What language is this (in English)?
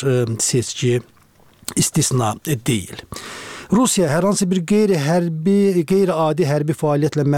Azerbaijani